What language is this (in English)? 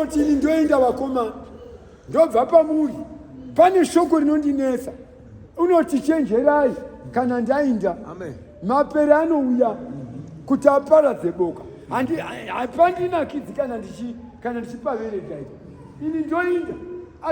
Shona